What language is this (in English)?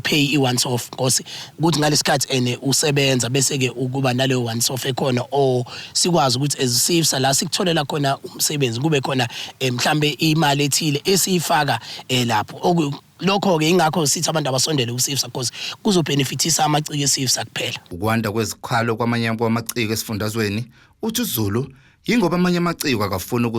Zulu